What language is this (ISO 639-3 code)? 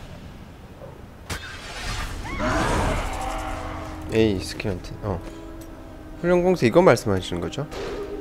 kor